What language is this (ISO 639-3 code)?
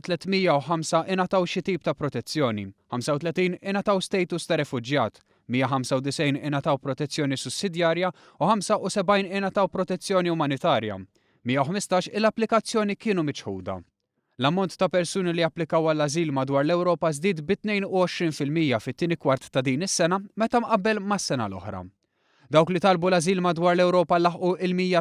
mlt